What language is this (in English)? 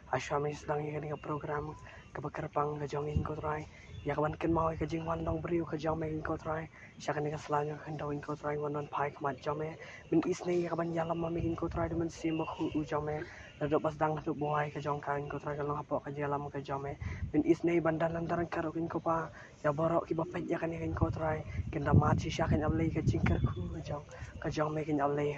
Khasi